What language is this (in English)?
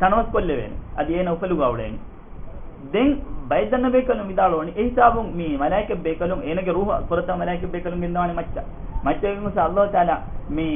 Divehi